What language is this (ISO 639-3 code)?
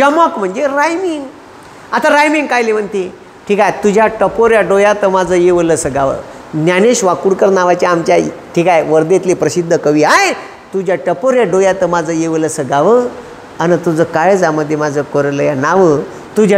mar